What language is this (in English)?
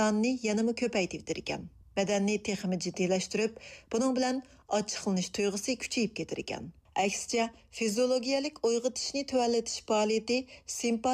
Uyghur